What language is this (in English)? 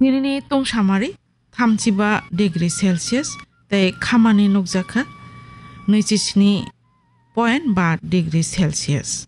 Kok Borok